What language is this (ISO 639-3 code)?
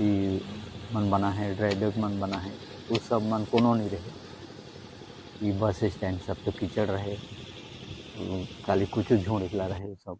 sck